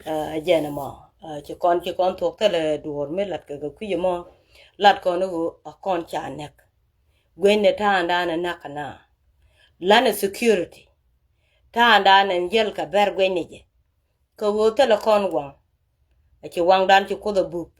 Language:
Nuer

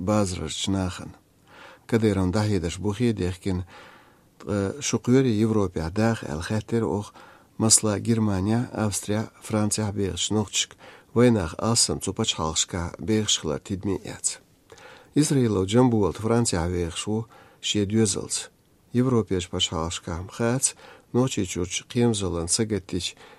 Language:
Chechen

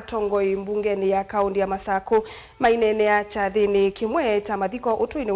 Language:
Kamba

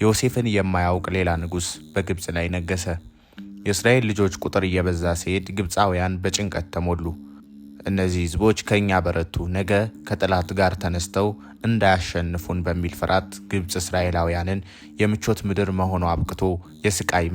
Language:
Amharic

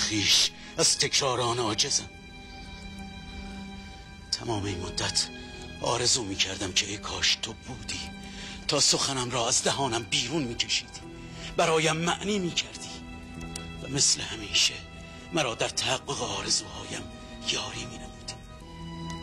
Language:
Persian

